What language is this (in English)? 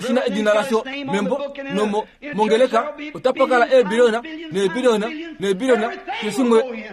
Kuanyama